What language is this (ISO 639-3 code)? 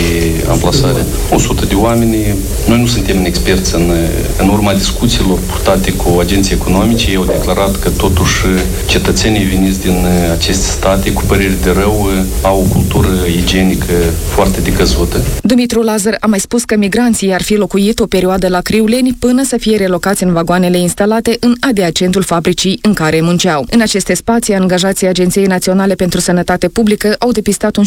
ron